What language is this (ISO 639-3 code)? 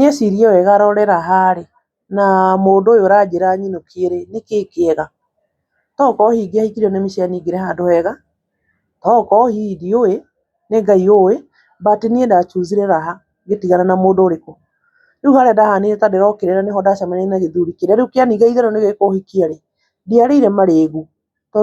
kik